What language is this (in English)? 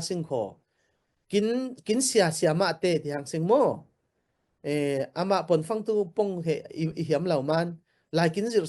Falam Chin